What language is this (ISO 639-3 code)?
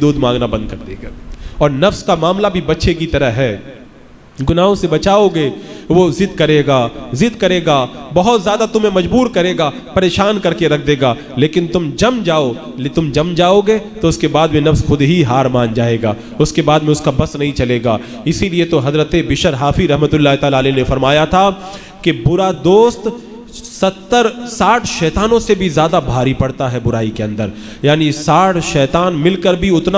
urd